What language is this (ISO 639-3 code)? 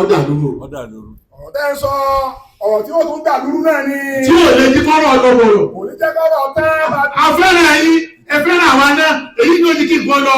yor